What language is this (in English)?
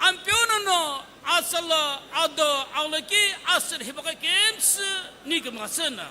Sumi Naga